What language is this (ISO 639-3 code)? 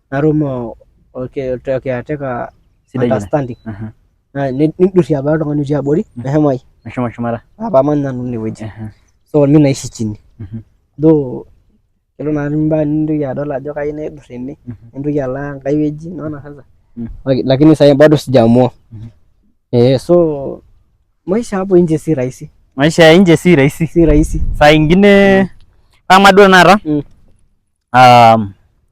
mas